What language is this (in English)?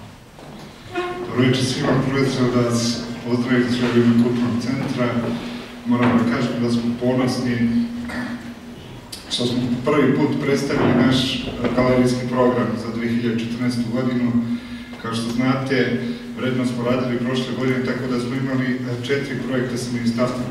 Serbian